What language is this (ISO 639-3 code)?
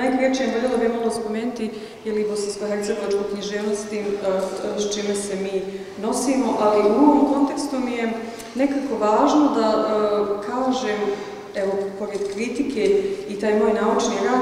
bos